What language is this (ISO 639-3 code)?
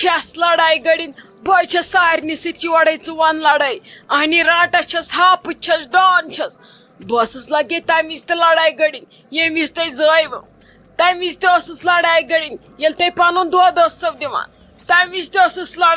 kas